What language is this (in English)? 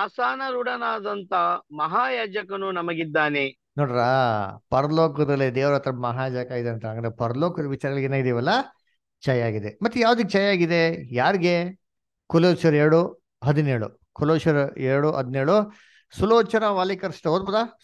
Kannada